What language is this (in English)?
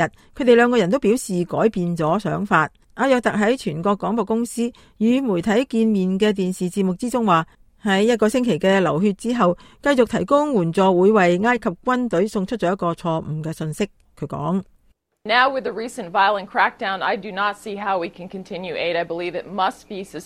Cantonese